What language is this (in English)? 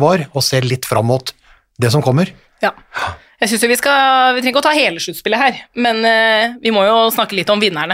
Norwegian